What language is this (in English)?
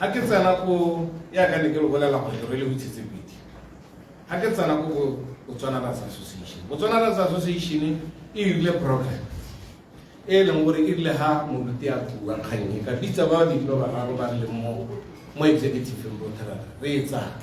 Tswana